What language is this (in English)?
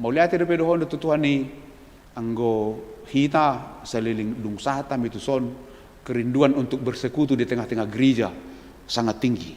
Batak Toba